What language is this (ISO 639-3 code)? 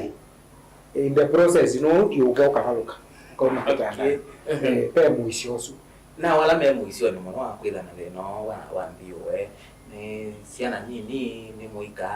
kam